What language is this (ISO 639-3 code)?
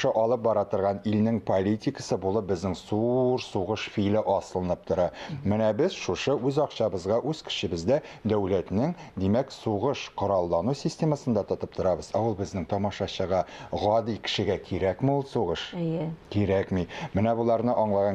tat